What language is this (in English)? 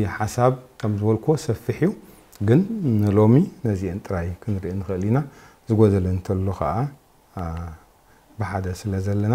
Tigrinya